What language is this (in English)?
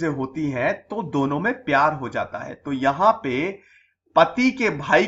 Hindi